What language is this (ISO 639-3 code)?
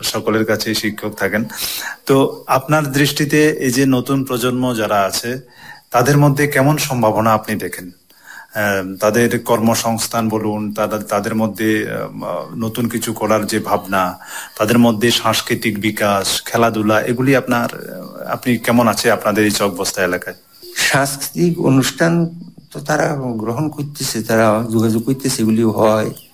ben